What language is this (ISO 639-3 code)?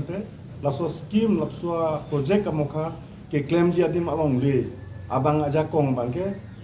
mjw